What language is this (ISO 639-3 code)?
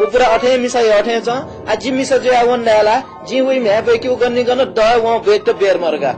new